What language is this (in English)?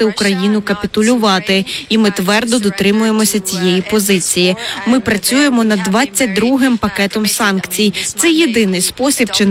Ukrainian